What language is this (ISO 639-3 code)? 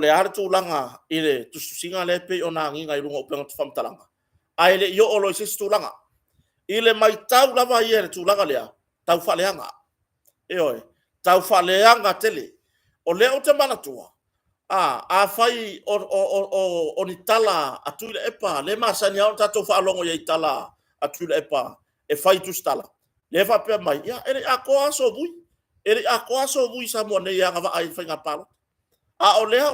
smo